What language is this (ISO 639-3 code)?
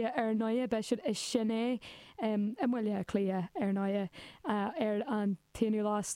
gle